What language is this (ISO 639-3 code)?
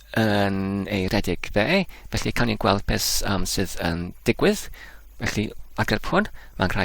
cym